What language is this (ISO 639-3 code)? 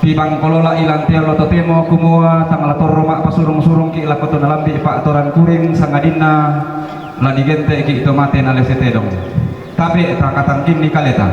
sda